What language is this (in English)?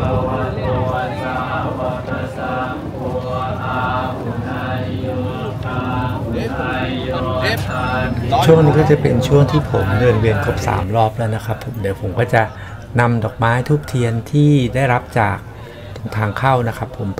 Thai